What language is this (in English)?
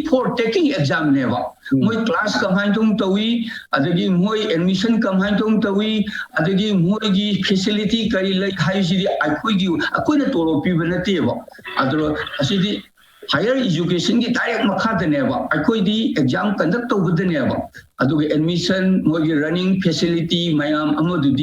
Manipuri